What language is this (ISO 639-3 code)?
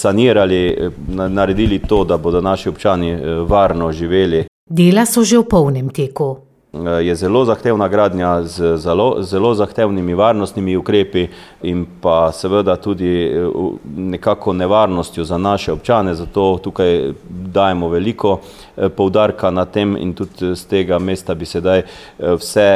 slv